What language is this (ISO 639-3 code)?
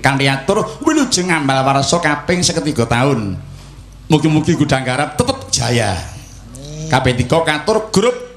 jav